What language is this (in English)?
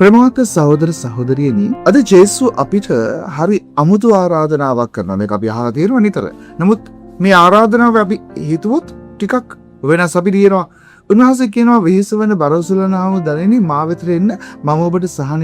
Sinhala